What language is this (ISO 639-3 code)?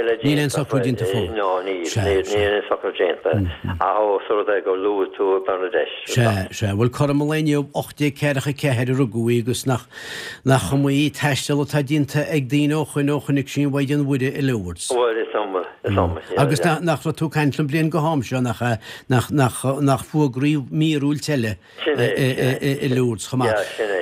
gle